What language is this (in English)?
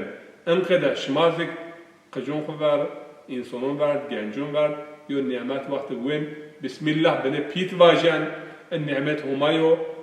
Zaza